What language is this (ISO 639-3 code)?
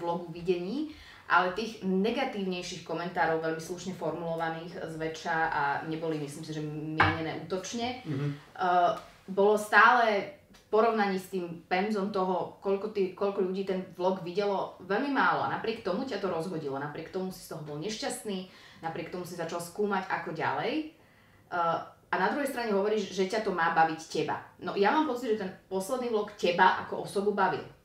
slk